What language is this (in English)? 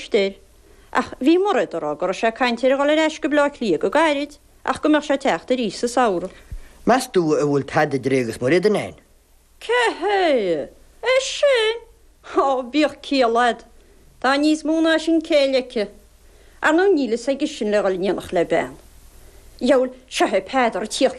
Irish